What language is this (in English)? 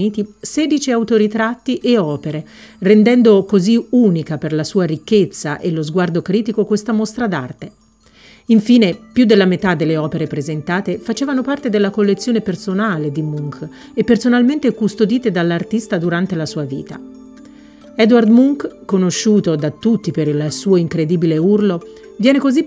Italian